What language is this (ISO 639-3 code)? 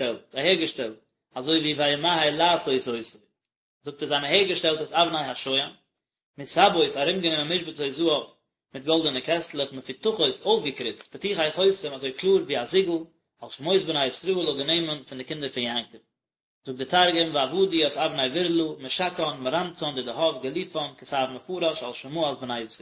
yid